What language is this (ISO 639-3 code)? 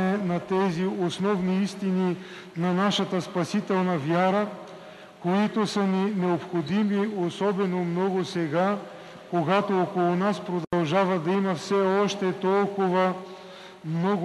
bul